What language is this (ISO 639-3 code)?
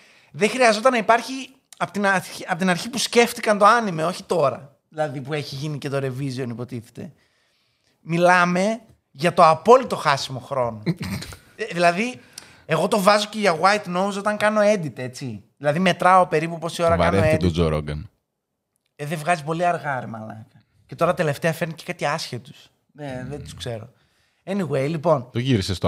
ell